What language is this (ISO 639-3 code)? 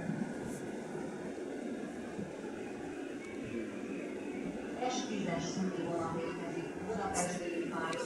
hun